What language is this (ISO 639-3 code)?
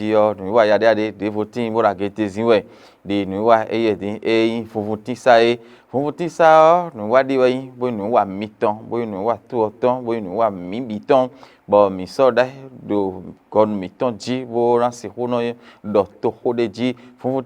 fon